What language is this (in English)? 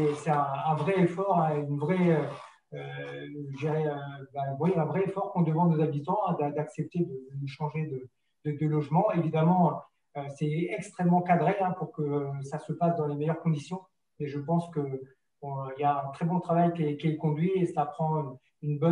French